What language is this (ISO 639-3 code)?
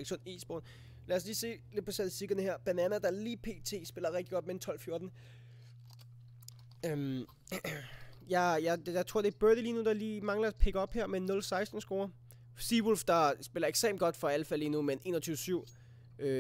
dan